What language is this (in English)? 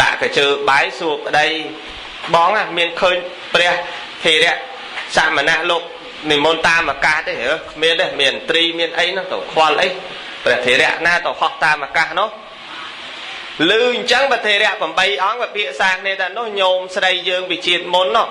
Khmer